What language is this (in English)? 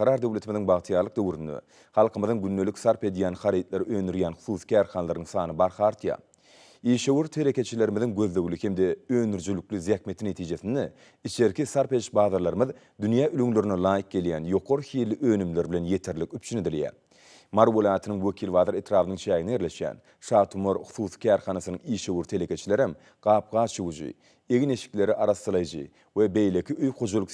Turkmen